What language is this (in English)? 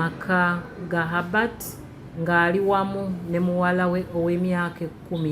Ganda